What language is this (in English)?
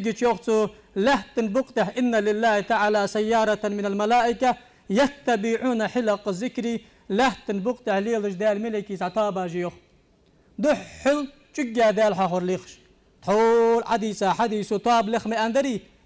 Ingush